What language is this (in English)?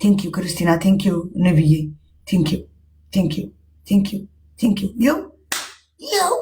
Amharic